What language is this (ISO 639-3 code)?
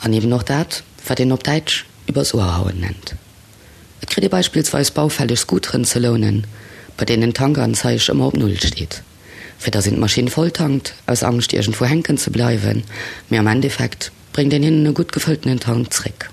ltz